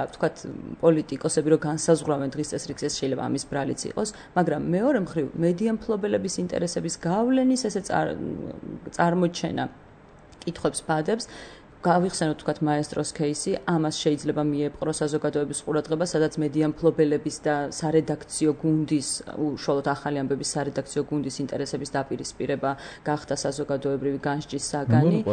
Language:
Georgian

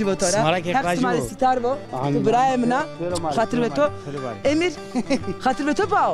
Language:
Zaza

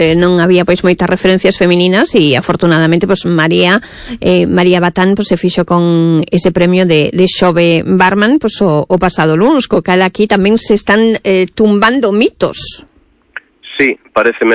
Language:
Galician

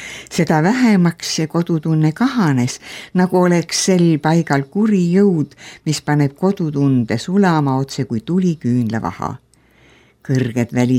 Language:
Estonian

